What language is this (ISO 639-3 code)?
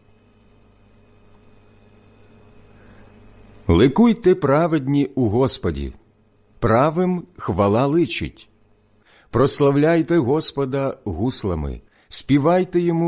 ukr